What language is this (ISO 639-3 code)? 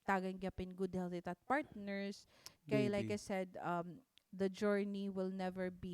war